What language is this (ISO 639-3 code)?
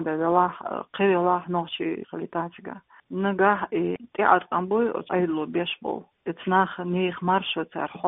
che